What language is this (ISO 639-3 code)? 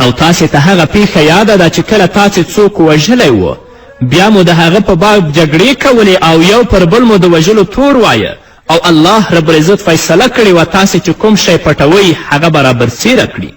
pus